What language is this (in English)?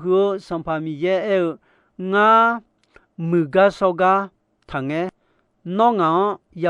Akha